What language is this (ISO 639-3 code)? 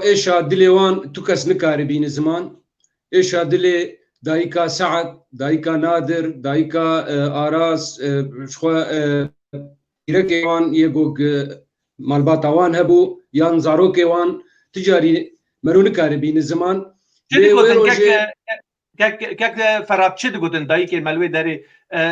kur